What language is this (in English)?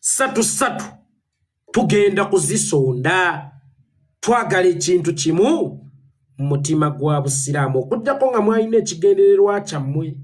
Ganda